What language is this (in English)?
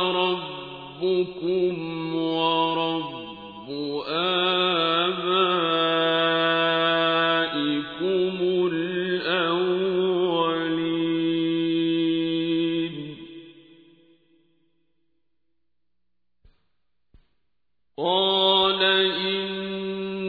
Arabic